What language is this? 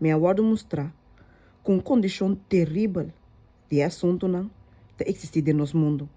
Papiamento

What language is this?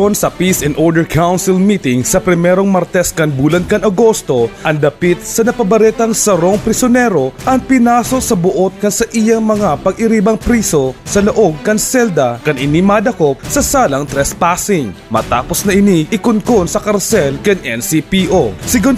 Bikol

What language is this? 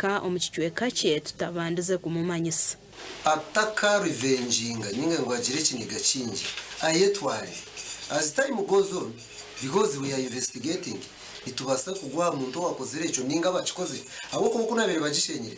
Nyankole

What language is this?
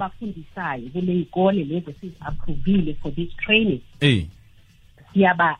South Ndebele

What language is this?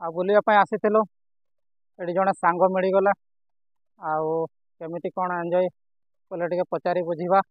Odia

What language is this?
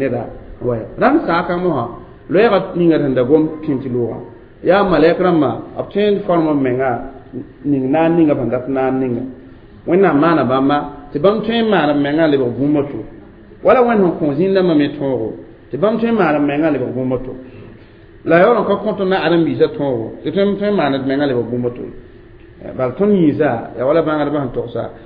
Mossi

